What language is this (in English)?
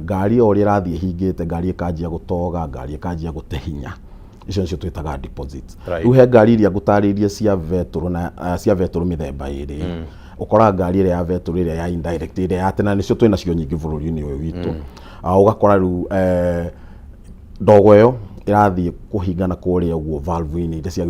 Kikuyu